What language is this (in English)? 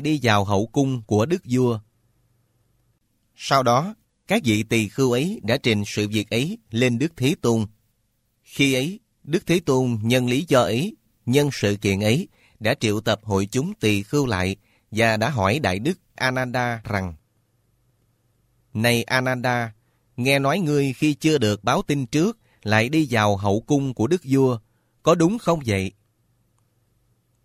Vietnamese